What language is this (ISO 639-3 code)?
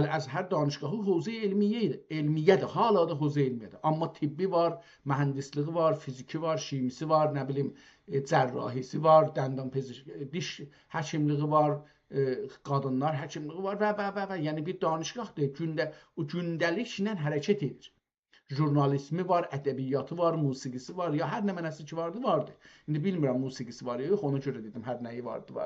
azb